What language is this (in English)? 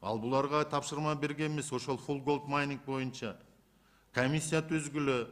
Kyrgyz